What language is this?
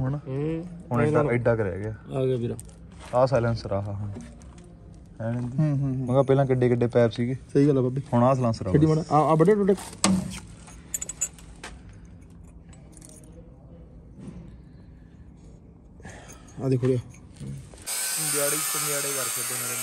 Punjabi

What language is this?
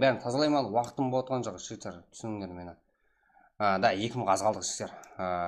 Kara-Kalpak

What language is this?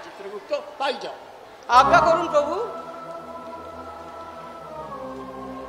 Bangla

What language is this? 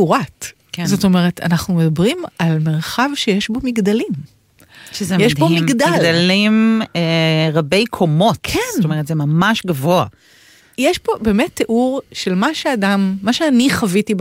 Hebrew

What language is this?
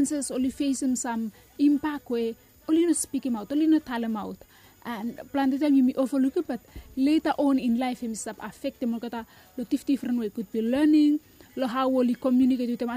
Bislama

